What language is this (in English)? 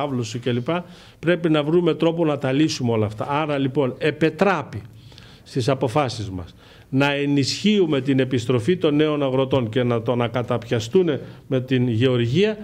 Greek